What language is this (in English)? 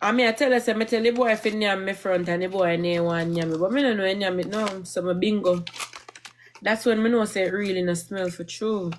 Jamaican Creole English